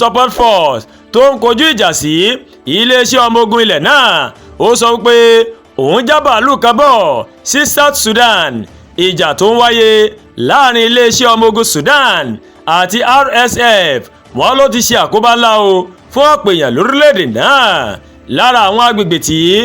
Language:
Yoruba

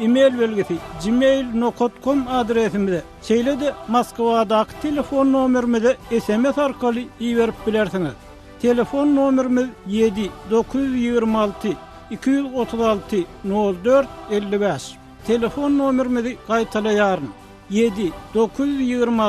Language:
Turkmen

